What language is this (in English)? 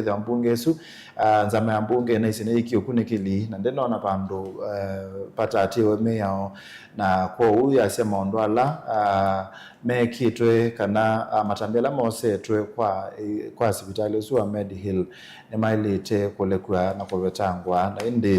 Kamba